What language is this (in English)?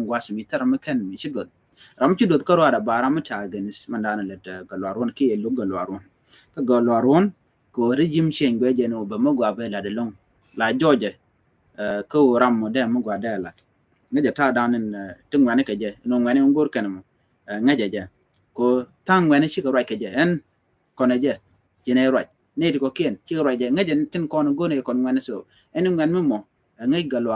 Nuer